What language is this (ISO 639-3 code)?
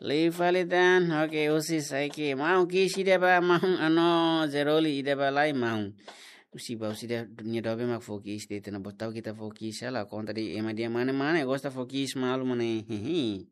tet